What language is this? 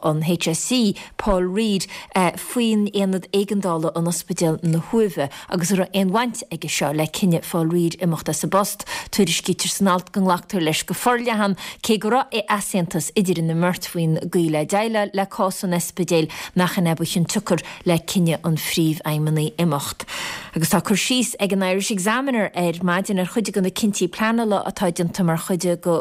Irish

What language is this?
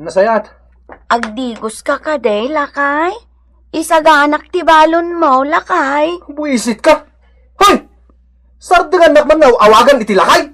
Iloko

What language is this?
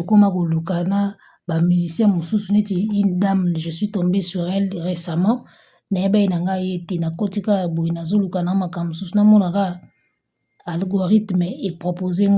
Lingala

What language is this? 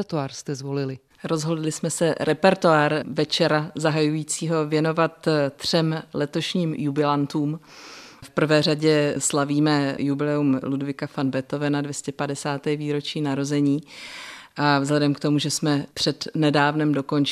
Czech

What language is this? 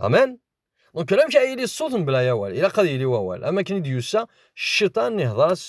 Kabyle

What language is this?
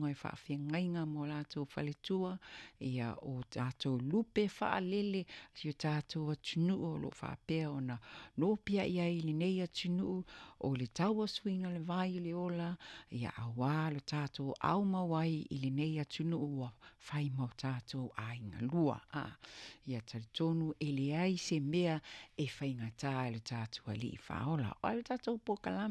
Samoan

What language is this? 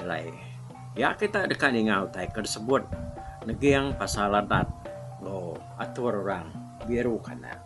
Iban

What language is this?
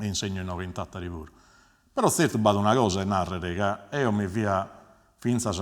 Sardinian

